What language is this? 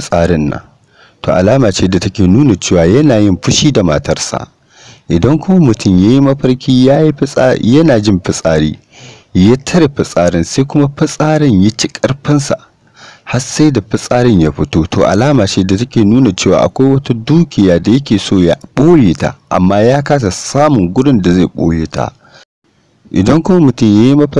Hausa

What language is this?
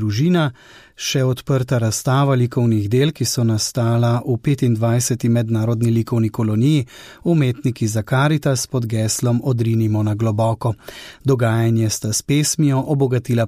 Slovenian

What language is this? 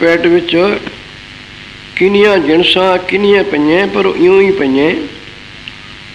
Punjabi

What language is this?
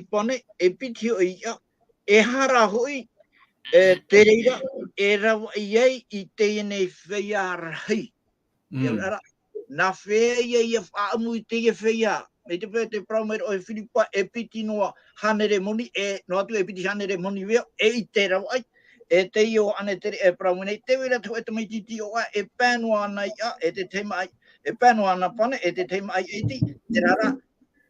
Tahitian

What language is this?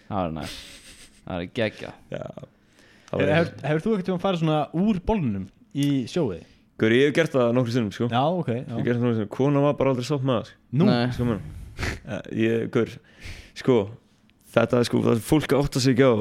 Icelandic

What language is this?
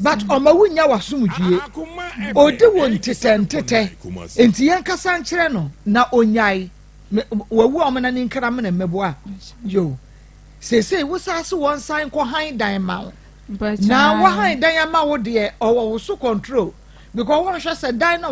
Akan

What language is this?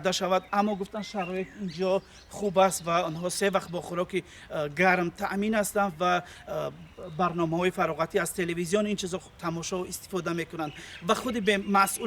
Tajik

